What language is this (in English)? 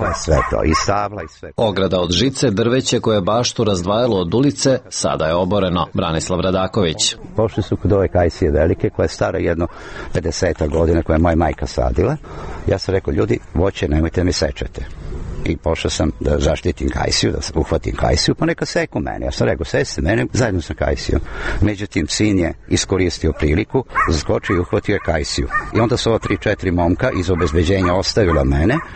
Serbian